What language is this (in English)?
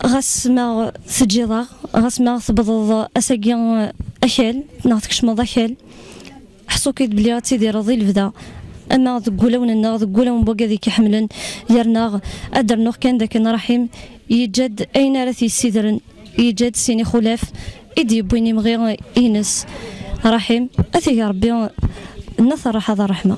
Kabyle